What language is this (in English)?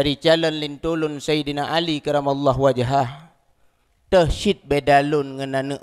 Achinese